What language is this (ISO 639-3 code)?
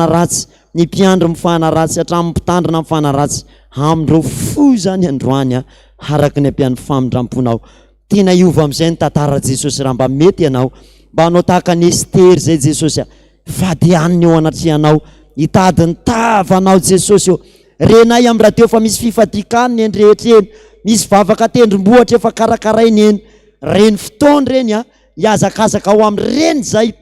mlg